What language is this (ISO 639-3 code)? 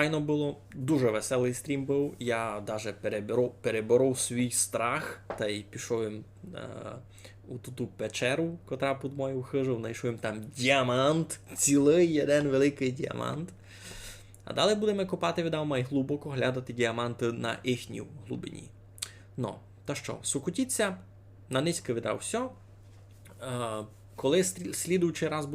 rue